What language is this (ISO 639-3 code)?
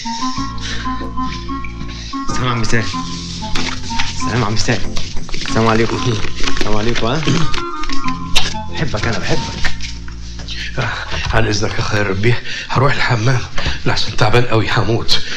arz